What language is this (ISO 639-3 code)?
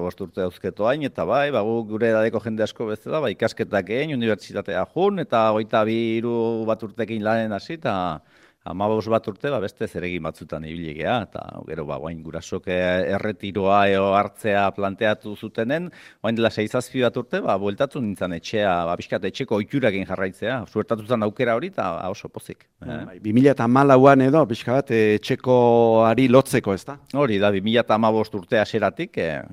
eus